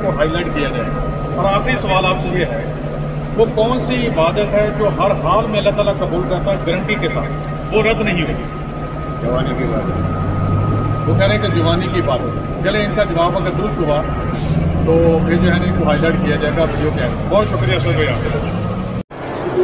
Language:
Urdu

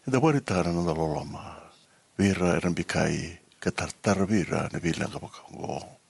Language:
Fijian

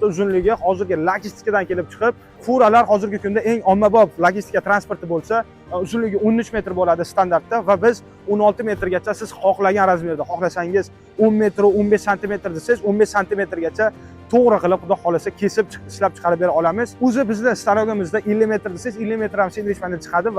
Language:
Uzbek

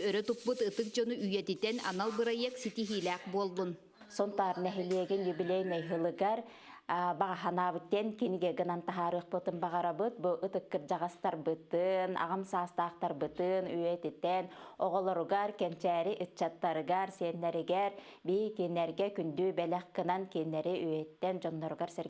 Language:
Yakut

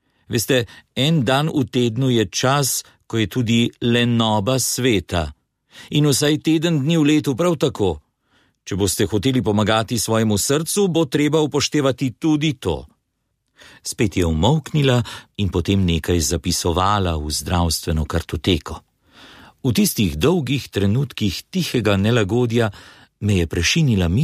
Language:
Slovenian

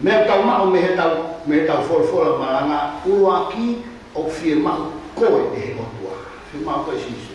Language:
Tongan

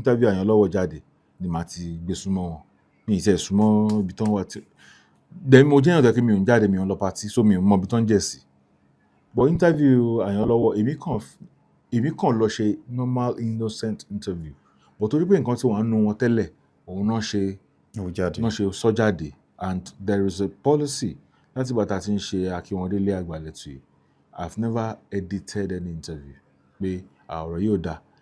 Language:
Yoruba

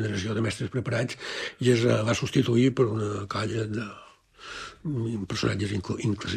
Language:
Catalan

